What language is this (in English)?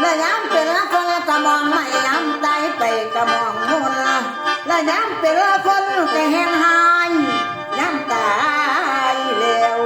Northeastern Thai